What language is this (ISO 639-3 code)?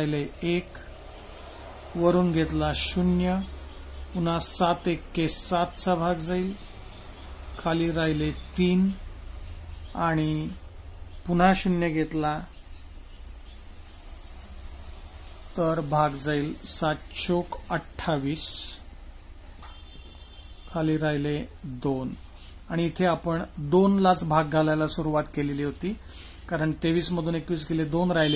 mar